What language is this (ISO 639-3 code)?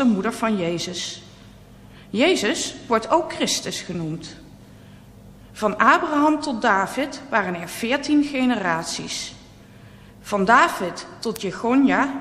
nld